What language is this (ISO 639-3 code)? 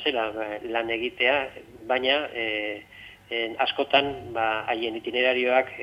eus